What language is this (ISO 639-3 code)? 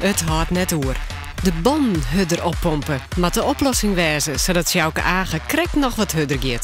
fry